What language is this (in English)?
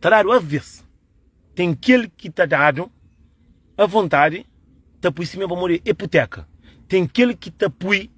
Kabuverdianu